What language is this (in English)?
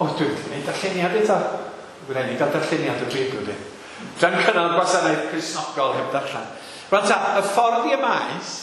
Welsh